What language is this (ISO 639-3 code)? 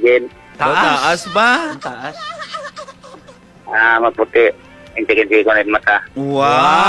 fil